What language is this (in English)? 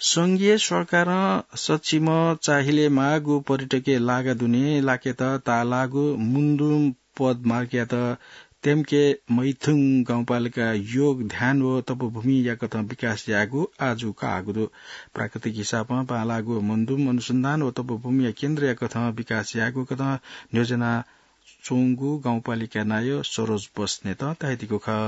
Newari